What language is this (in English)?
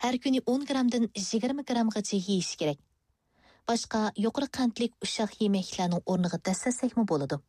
Uyghur